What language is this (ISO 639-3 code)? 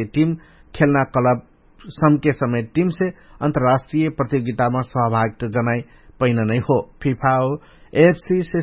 thl